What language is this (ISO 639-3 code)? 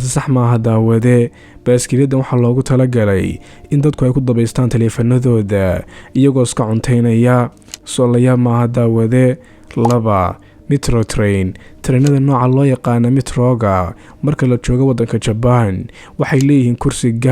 som